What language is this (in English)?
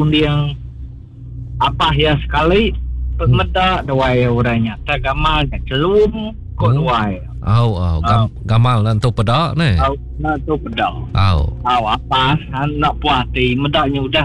Iban